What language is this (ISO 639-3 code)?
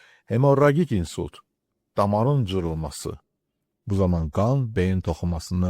aze